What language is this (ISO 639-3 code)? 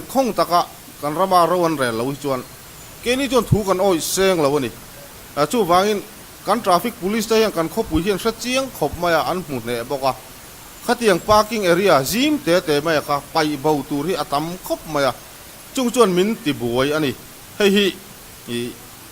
lus